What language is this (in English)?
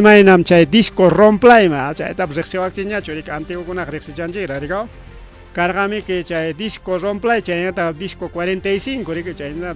Ayacucho Quechua